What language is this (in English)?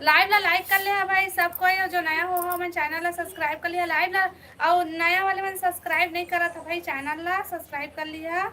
Chhattisgarhi